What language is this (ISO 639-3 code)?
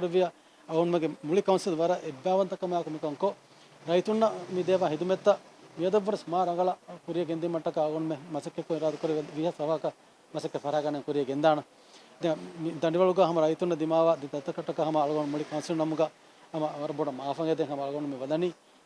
div